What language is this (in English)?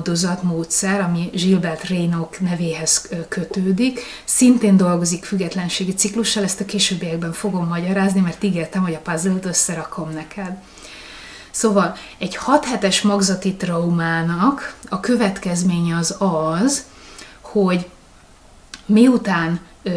Hungarian